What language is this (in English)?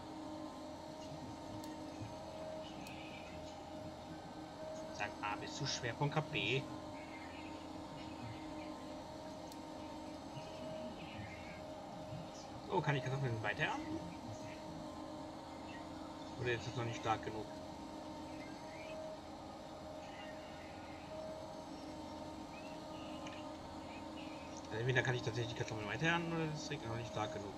German